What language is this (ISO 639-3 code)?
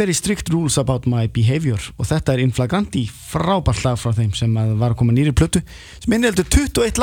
isl